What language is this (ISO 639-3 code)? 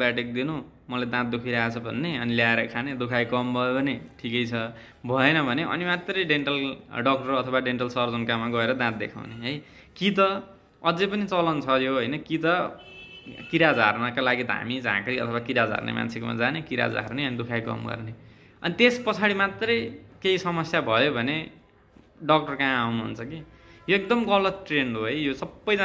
nep